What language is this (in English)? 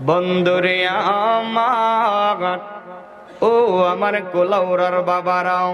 Sylheti